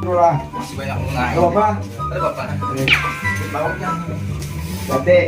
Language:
Banjar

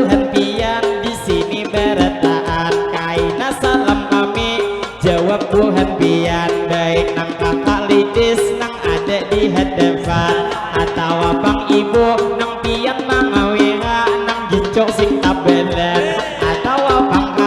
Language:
Banjar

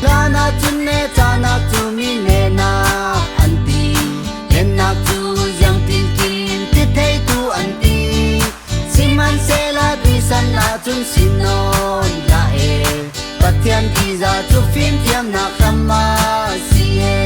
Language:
Falam Chin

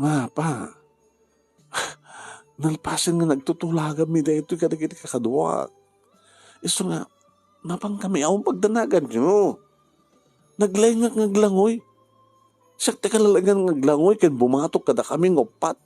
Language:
Iloko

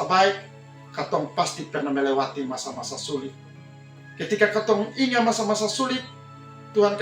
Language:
Kupang Malay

